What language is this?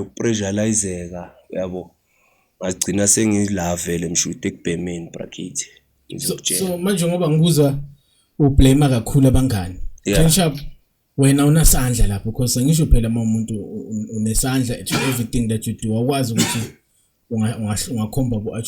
Zulu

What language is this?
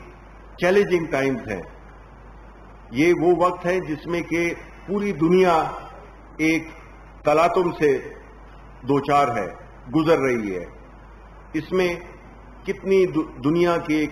Urdu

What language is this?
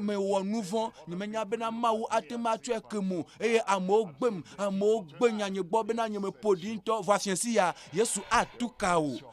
Ewe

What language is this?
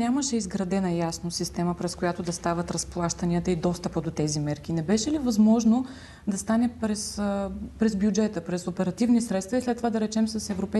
Bulgarian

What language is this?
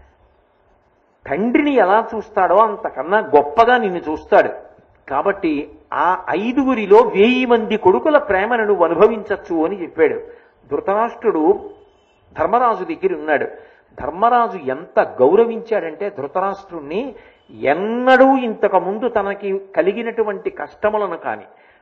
Telugu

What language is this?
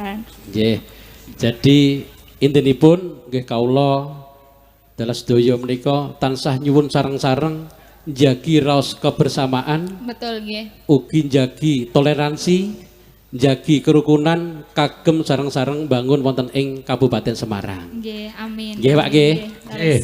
Javanese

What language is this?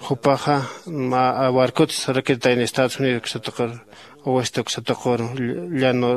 Aymara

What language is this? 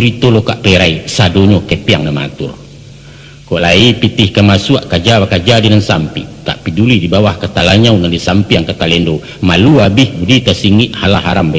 Minangkabau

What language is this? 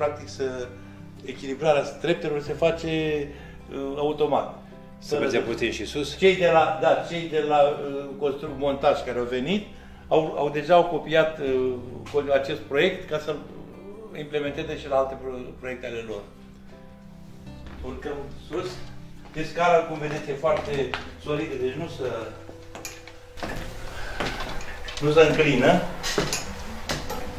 Romanian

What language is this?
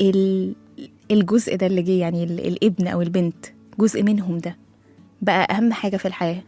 Egyptian Arabic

